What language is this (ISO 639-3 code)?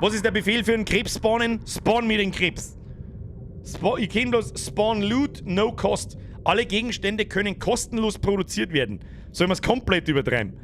bar